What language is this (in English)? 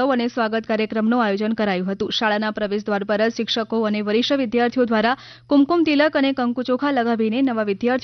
Gujarati